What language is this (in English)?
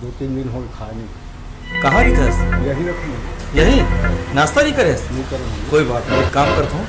Chhattisgarhi